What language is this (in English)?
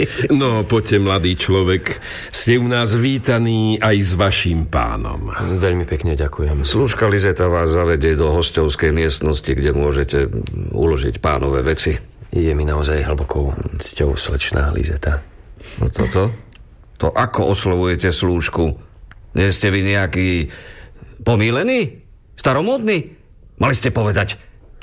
Slovak